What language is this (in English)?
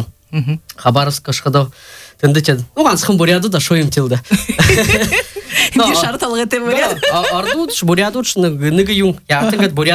Buriat